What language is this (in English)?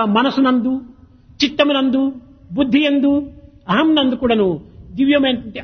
Telugu